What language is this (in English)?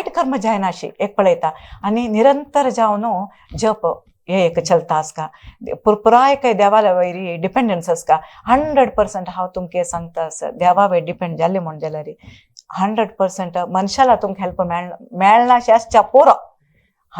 Konkani